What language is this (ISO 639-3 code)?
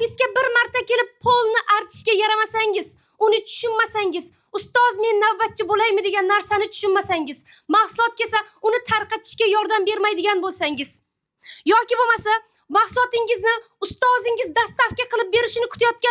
uzb